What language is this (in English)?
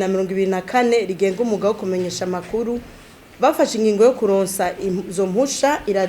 Rundi